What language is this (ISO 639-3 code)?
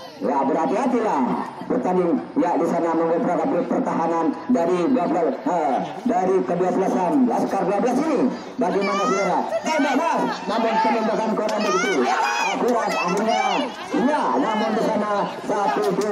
ind